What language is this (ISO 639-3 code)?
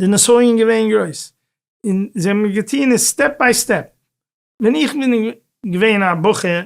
yid